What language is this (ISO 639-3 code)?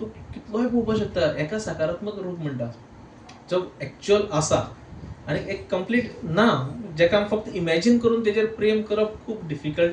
kok